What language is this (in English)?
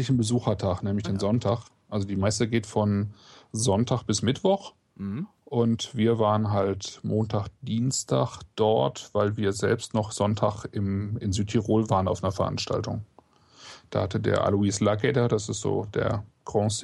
German